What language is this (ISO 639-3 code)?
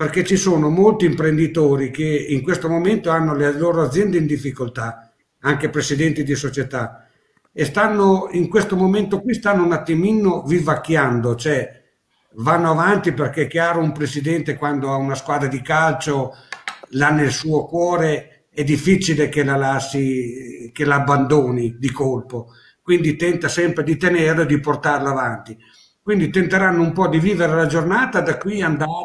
ita